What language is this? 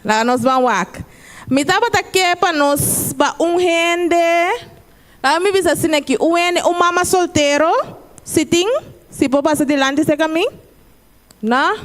Papiamento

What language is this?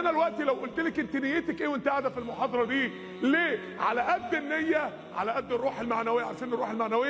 Egyptian Arabic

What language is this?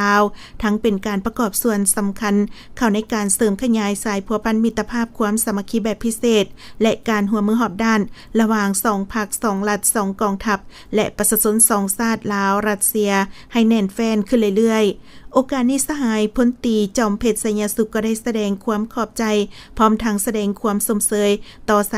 Lao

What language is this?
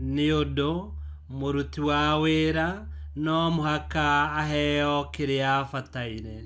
Kikuyu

